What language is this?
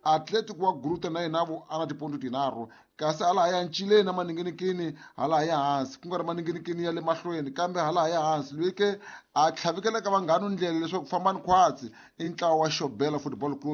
Tsonga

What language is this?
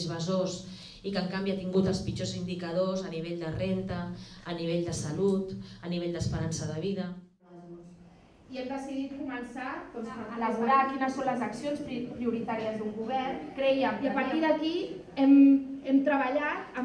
Catalan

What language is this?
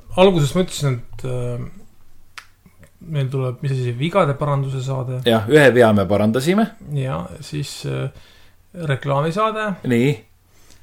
Estonian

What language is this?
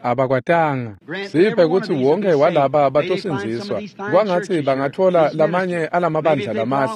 Swati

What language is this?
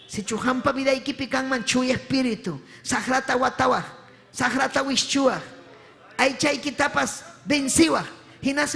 Ayacucho Quechua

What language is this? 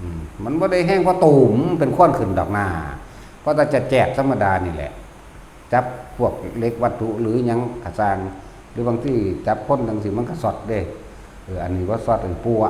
Northeastern Thai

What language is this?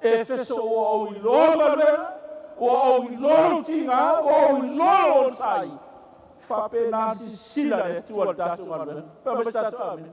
Samoan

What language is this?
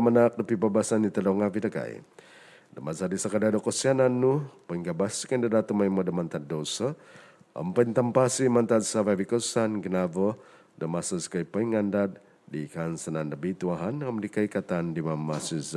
Central Dusun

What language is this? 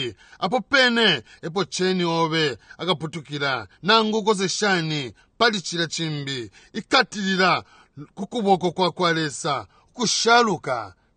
Bemba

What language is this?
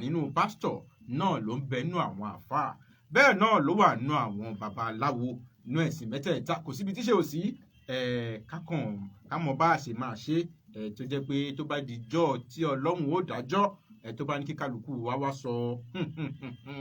Yoruba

